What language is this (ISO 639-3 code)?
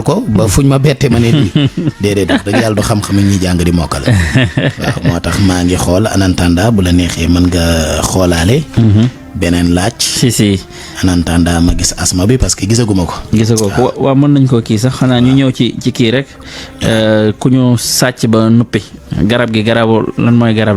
wol